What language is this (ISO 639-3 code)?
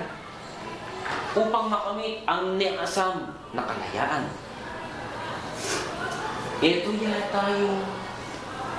fil